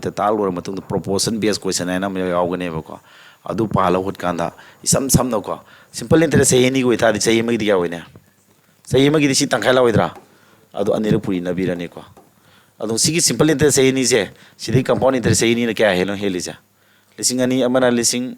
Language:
Manipuri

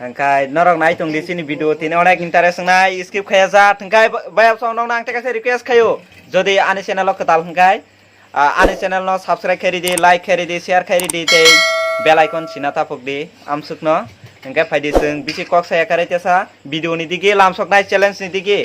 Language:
Kok Borok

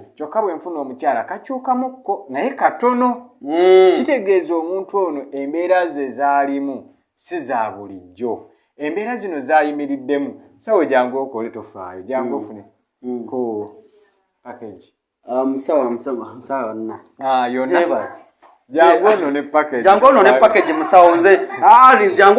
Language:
Ganda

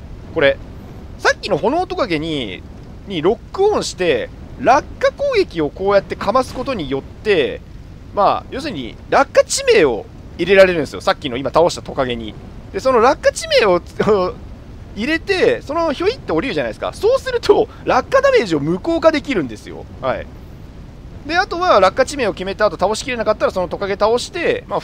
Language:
Japanese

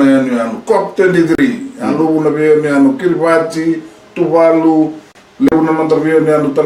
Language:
Fijian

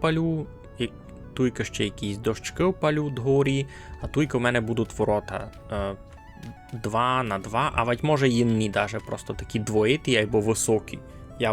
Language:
Rusyn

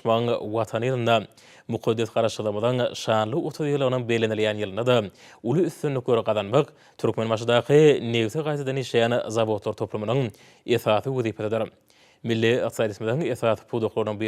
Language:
Turkmen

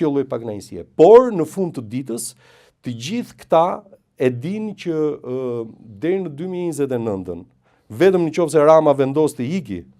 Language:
Albanian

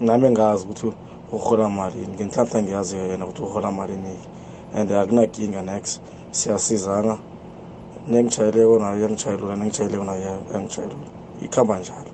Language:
South Ndebele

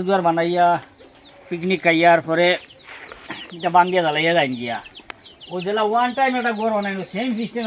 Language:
Sylheti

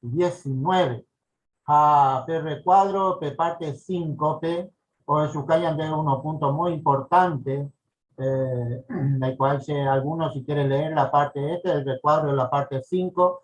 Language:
Guarani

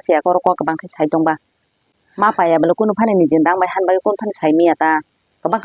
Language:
Kok Borok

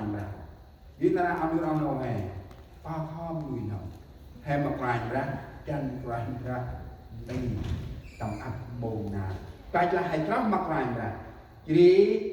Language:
Central Mnong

